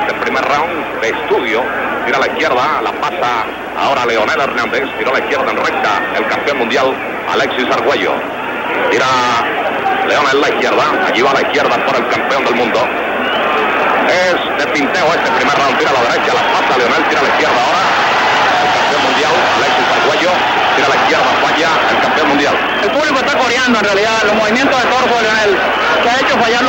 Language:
Spanish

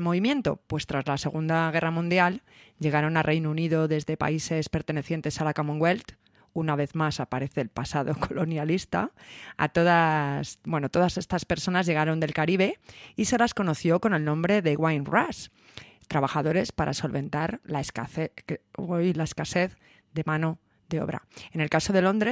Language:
Spanish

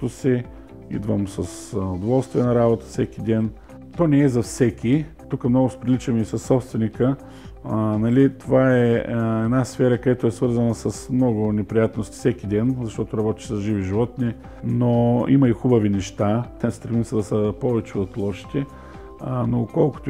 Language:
Bulgarian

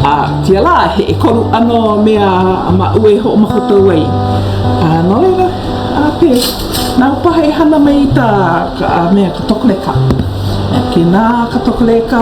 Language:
Hawaiian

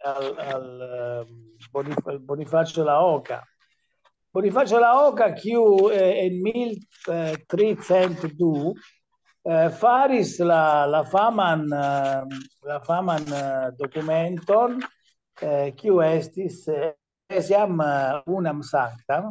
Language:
Esperanto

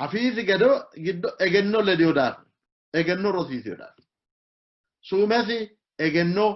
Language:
Sidamo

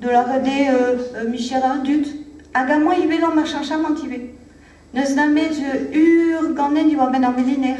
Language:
Breton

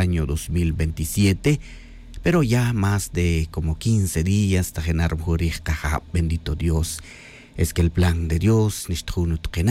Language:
Tz'utujil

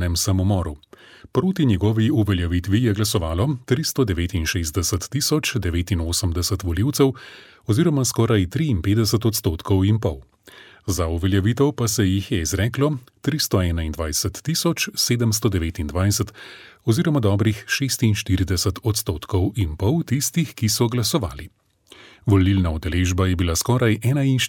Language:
Slovenian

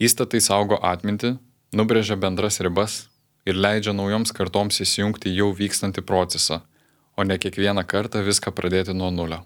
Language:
Lithuanian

